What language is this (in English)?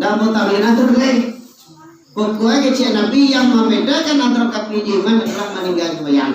Minangkabau